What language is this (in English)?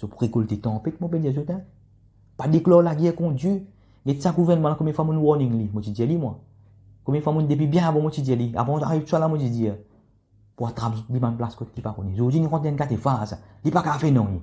Morisyen